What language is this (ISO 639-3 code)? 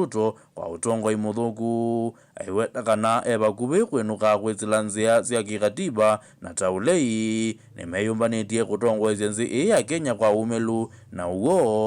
kam